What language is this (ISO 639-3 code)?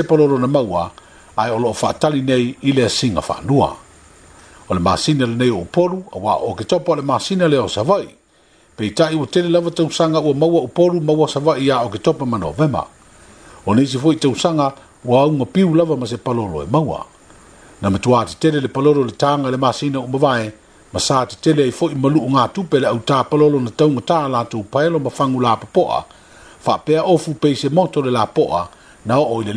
smo